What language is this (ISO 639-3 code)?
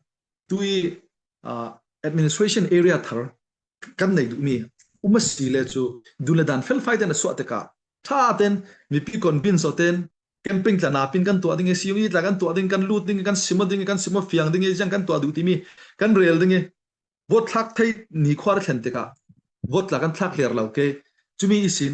cnh